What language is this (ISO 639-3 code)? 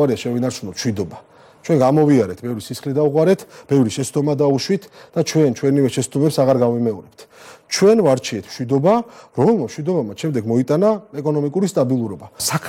kat